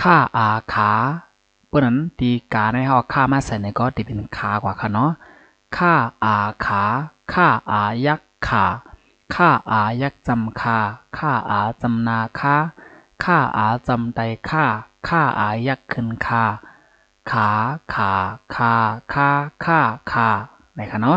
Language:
Shan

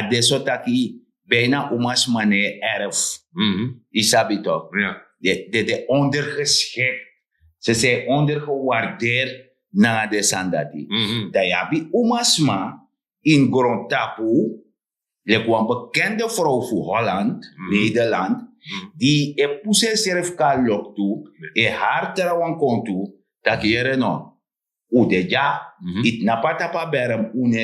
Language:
Sranan Tongo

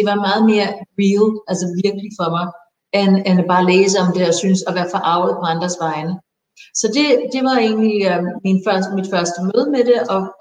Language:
Danish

